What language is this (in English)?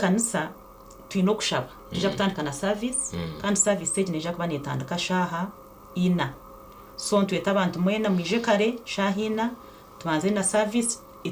Nyankole